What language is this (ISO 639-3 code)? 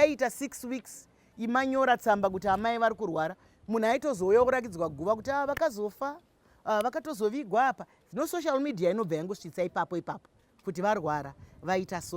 sna